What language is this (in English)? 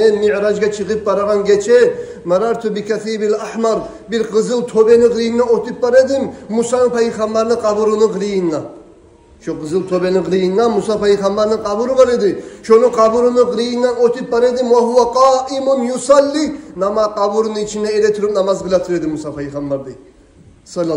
Kumyk